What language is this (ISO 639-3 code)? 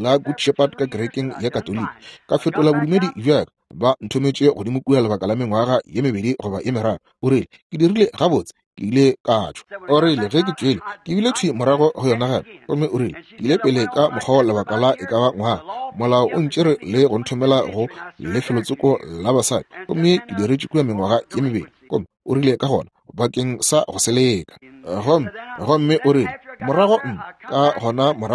nso